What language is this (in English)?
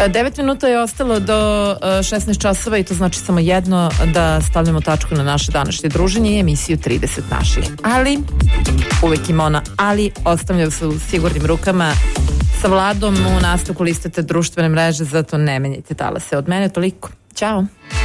Serbian